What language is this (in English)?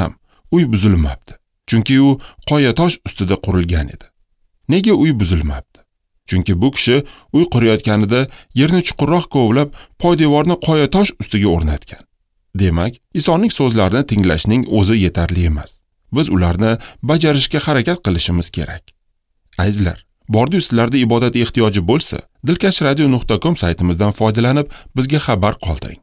Uzbek